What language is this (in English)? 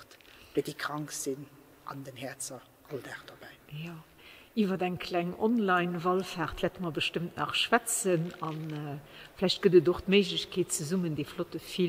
Luxembourgish